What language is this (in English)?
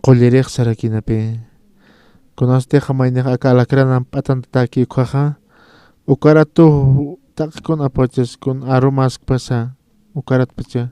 Aymara